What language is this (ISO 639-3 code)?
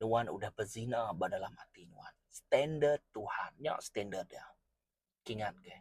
iba